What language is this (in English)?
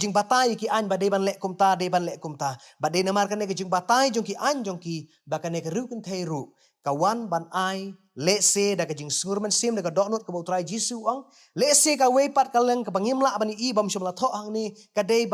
Khasi